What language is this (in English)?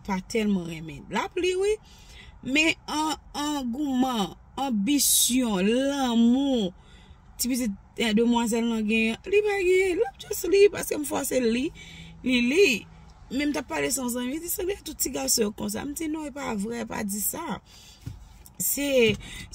Haitian Creole